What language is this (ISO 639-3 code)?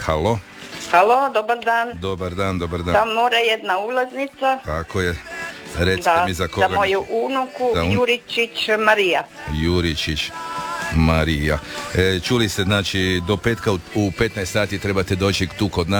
hrv